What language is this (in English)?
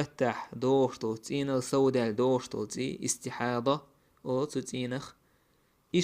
Chechen